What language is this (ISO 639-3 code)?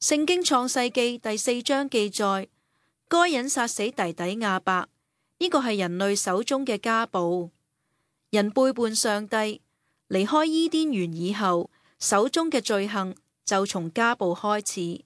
yue